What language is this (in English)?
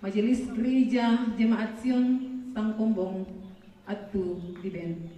Toraja-Sa'dan